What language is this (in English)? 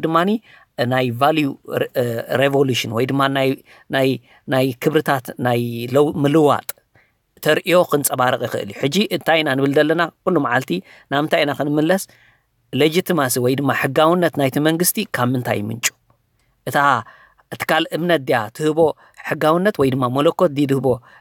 Tigrinya